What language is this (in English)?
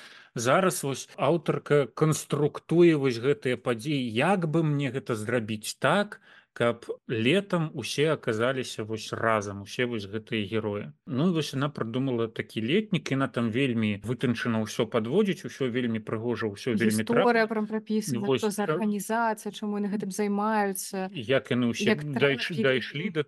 Belarusian